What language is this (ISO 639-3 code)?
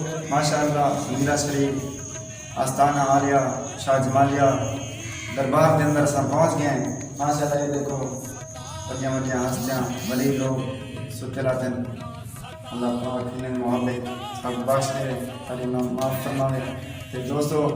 skr